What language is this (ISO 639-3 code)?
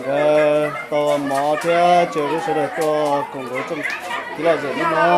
hmn